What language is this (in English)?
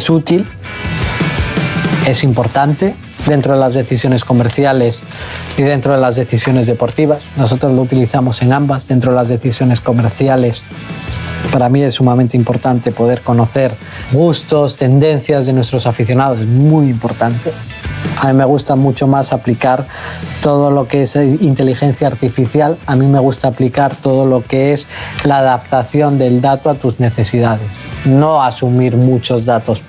Spanish